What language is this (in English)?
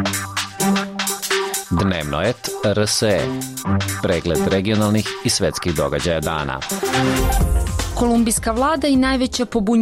Serbian